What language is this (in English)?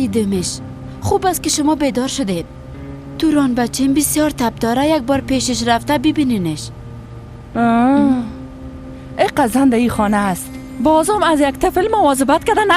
Persian